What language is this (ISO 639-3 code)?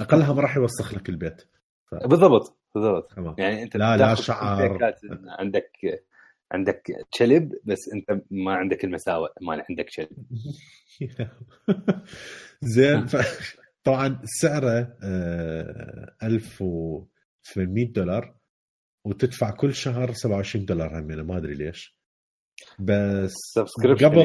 acm